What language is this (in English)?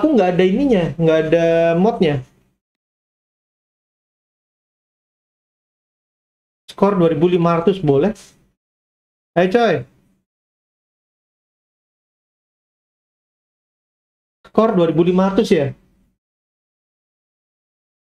Indonesian